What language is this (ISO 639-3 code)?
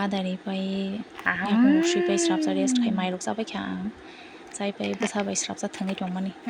trp